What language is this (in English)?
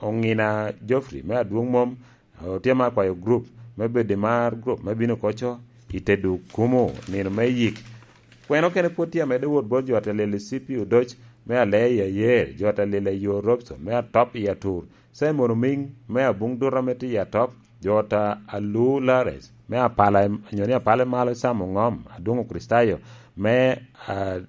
Lango (Uganda)